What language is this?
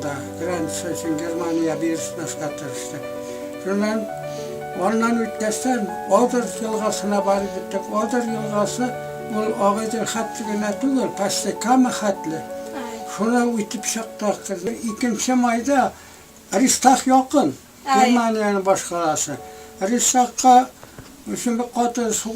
Bashkir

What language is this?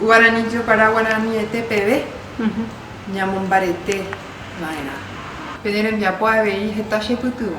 Guarani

